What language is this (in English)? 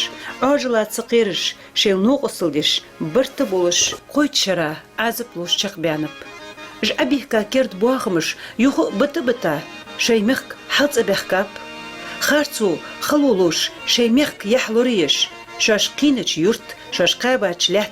Ingush